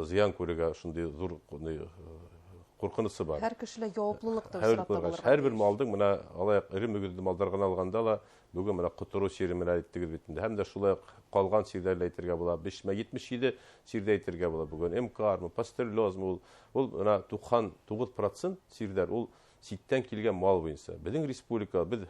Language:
Bashkir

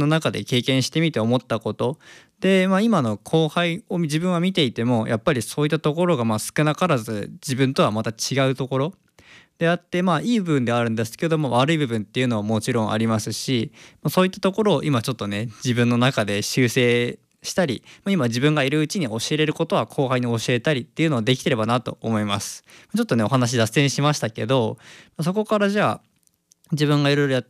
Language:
Japanese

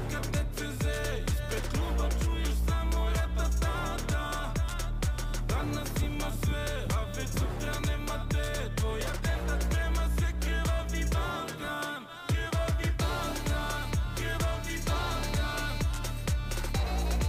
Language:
Serbian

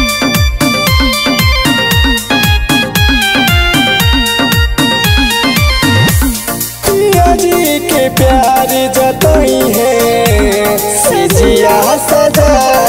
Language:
Bhojpuri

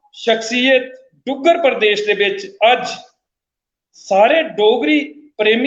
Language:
Dogri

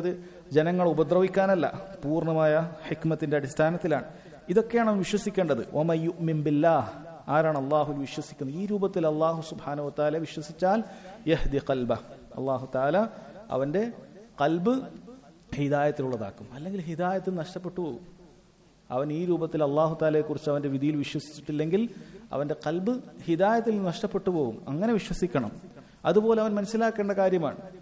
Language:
Malayalam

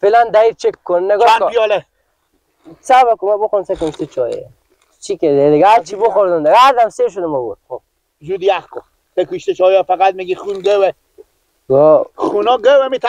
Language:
Persian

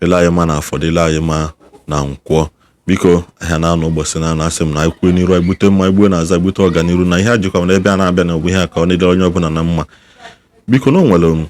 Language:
Igbo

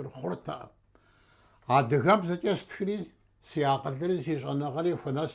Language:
Kabardian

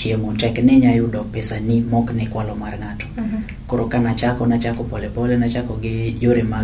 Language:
Luo (Kenya and Tanzania)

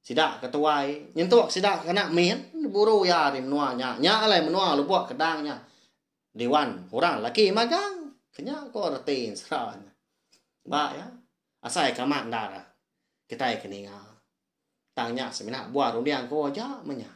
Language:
Iban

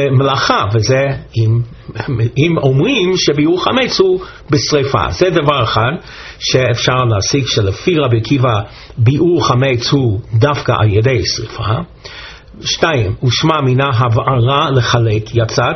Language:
Hebrew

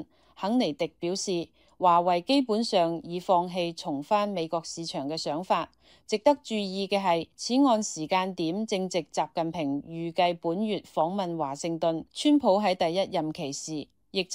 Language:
Cantonese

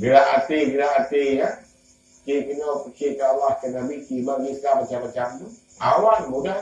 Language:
Achinese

